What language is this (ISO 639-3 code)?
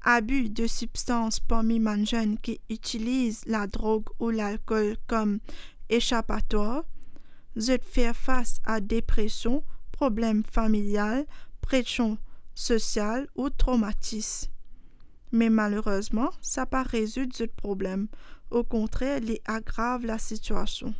mfe